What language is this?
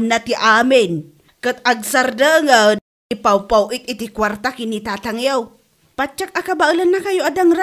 Iloko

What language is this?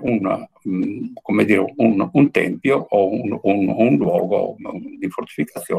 Italian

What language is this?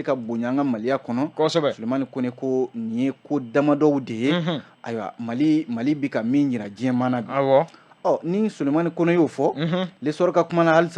Bambara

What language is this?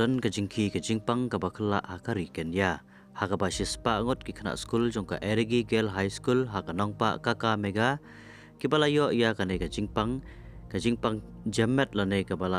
Khasi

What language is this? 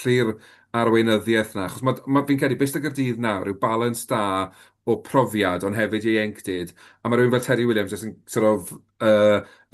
Welsh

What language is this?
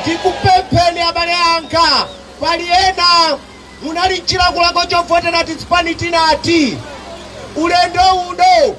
Nyanja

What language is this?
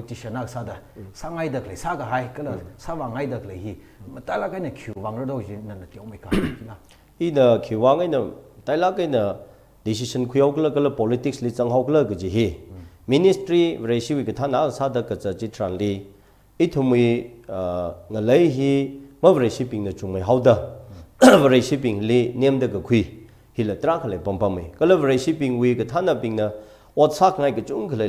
Tangkhul Naga (India)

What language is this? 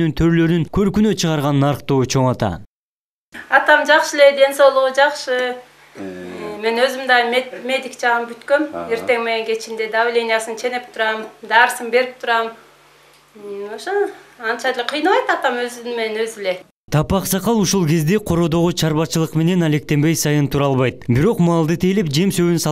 Kyrgyz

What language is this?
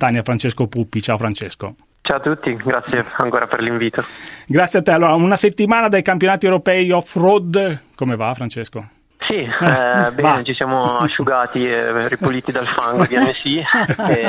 Italian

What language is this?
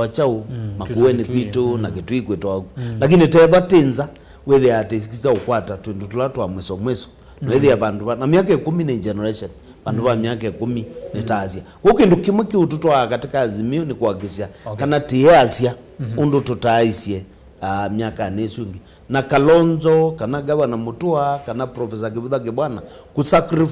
Kamba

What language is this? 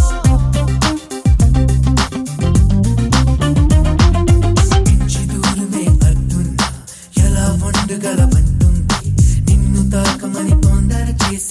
Telugu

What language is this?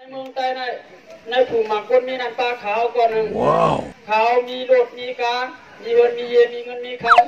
Shan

